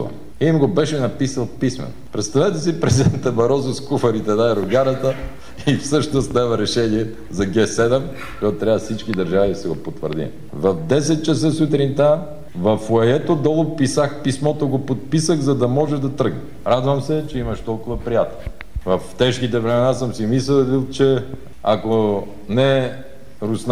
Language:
Bulgarian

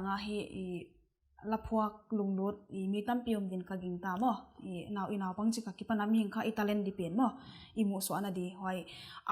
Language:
Paite Chin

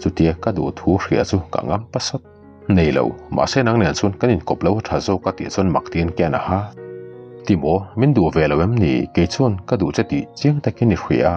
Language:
Mizo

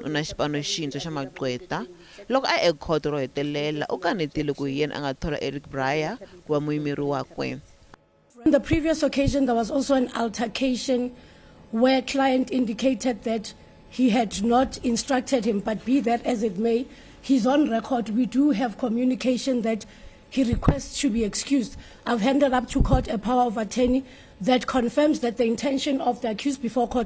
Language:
Tsonga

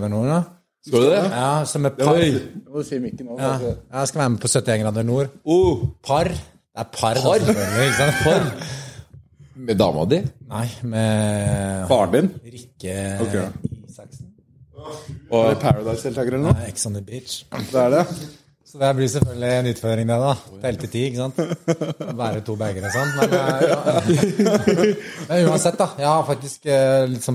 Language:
Norwegian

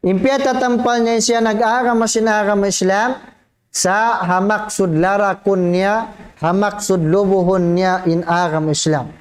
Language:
Tausug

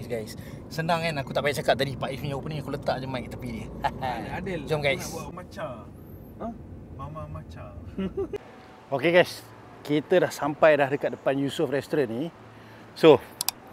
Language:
Malay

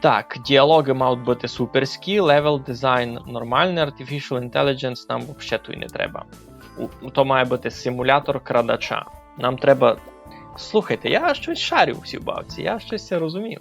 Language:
Rusyn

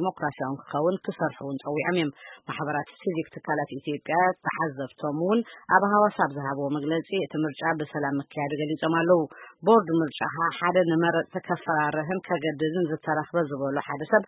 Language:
Tigrinya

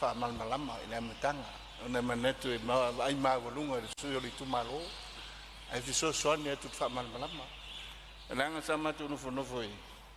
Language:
Samoan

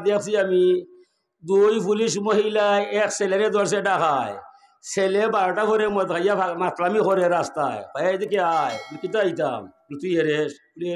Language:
Sylheti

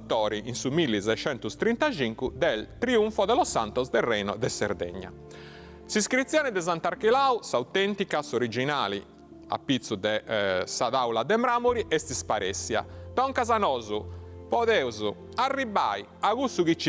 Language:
Sardinian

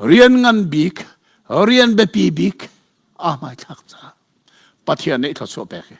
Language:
Hakha Chin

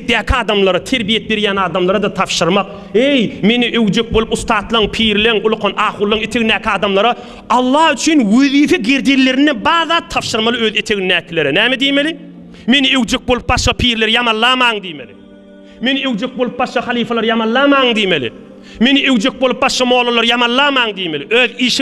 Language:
Turkmen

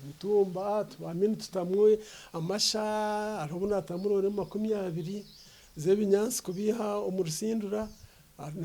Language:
Nyankole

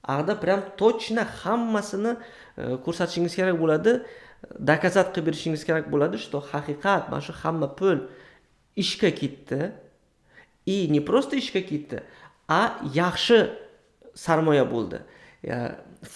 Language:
Uzbek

